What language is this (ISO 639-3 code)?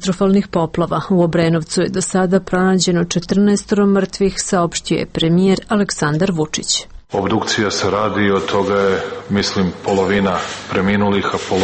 srp